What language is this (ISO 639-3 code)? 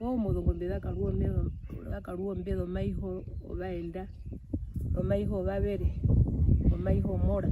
her